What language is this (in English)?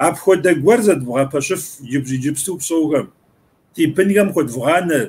Kabardian